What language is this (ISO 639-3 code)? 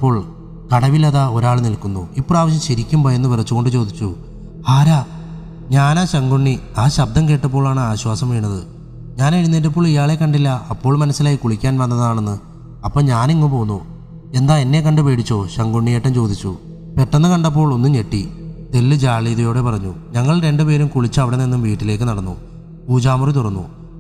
mal